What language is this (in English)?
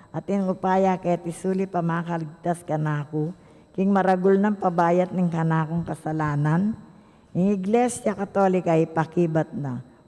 Pampanga